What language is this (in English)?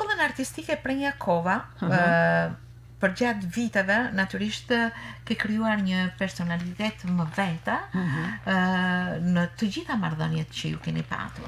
Albanian